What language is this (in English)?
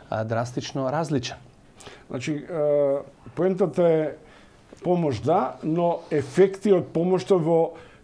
Macedonian